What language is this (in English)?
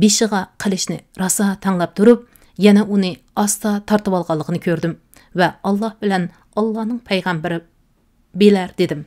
Uyghur